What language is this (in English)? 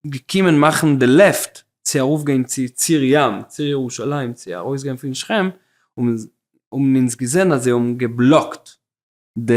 Yiddish